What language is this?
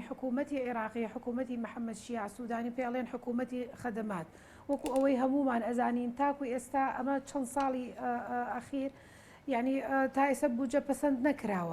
Central Kurdish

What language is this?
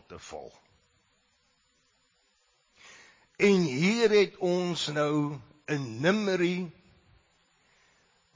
Afrikaans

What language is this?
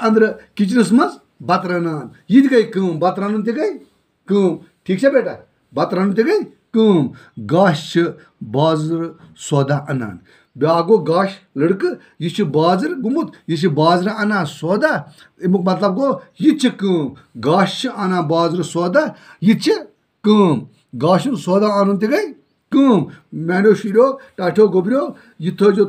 Kashmiri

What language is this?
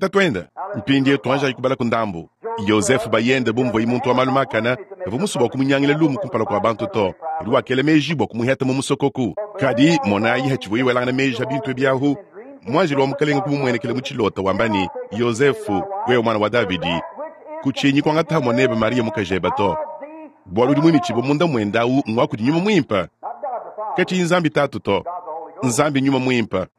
Luba-Lulua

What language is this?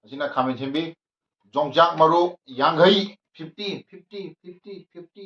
Manipuri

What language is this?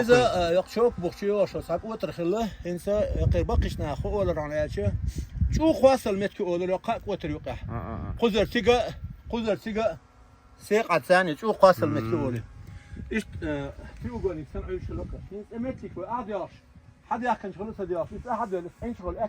Chechen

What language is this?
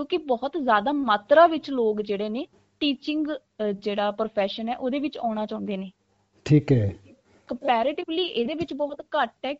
Punjabi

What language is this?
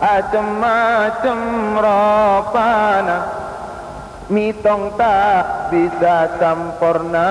Madurese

